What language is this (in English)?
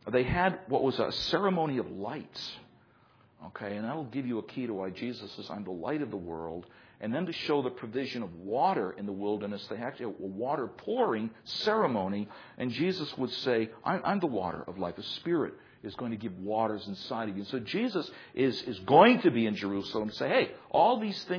English